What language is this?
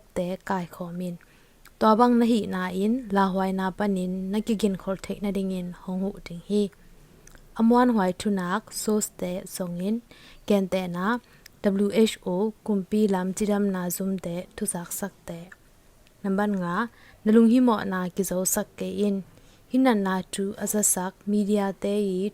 Tedim Chin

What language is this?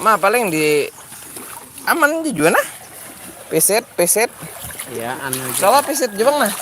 Banjar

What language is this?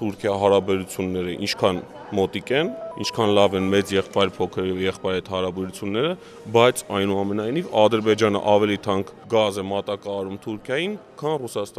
Armenian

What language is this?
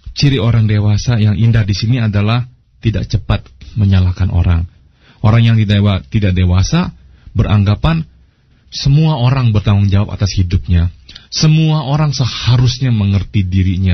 Indonesian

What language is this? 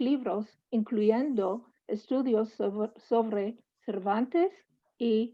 Ladino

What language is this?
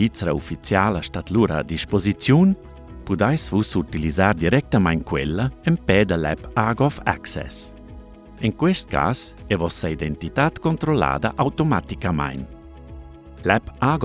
Romansh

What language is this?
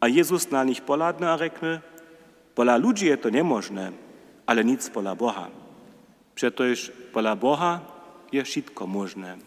Upper Sorbian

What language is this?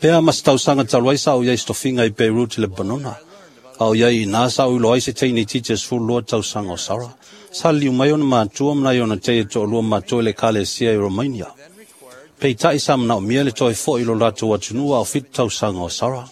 Samoan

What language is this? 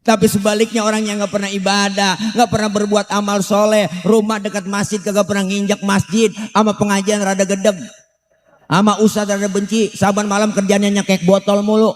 Betawi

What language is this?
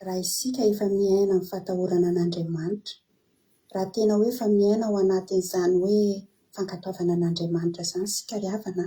Malagasy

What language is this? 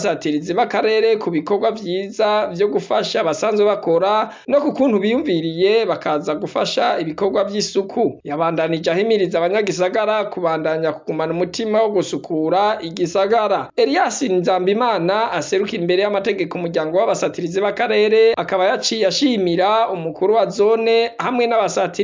Rundi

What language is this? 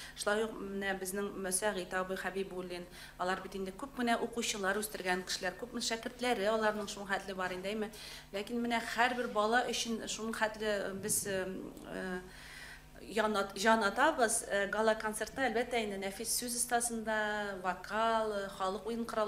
Tatar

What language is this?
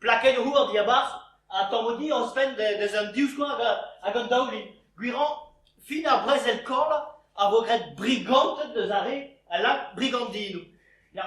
Breton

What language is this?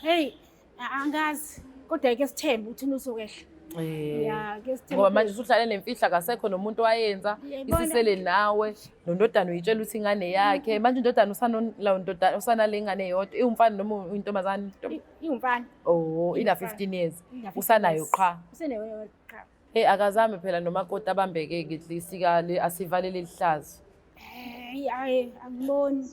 Zulu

